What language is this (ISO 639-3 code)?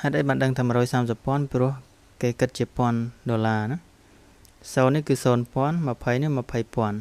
khm